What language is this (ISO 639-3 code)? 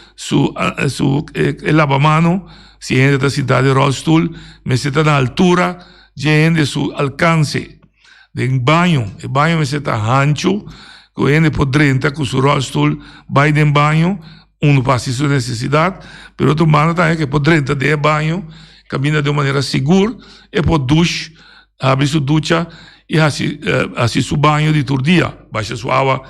pap